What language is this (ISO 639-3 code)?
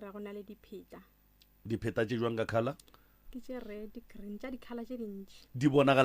nso